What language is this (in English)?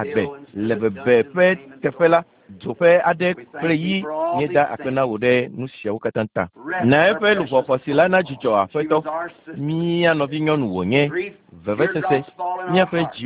Ewe